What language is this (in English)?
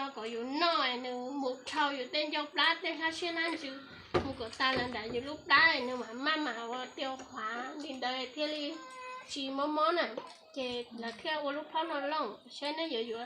Hmong